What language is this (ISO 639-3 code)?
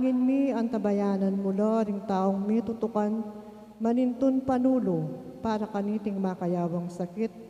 pam